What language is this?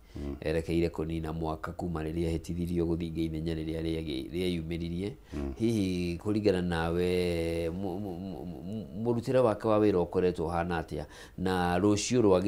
Kikuyu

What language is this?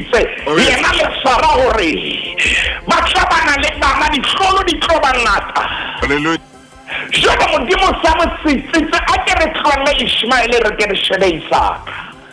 Southern Sotho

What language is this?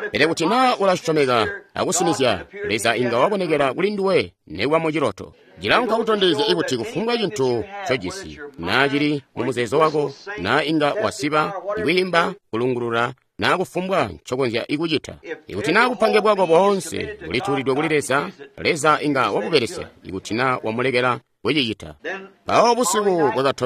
Tonga (Zambia)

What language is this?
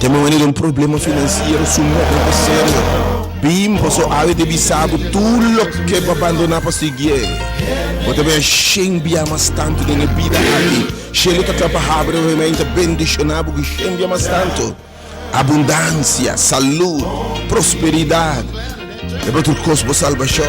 Papiamento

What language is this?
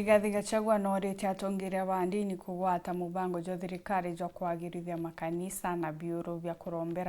Meru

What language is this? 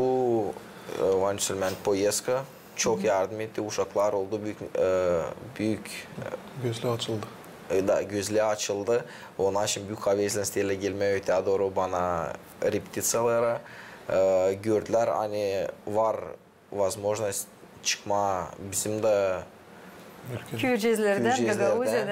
Gagauz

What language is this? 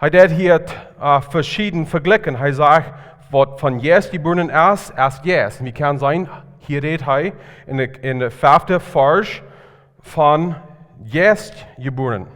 Plautdietsch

